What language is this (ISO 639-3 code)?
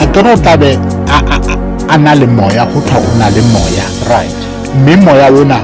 sot